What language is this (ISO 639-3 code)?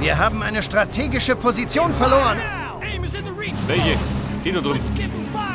bar